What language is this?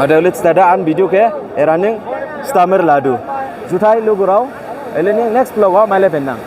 Dimasa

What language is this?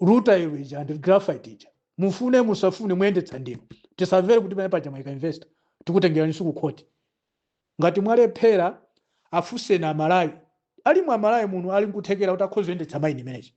Nyanja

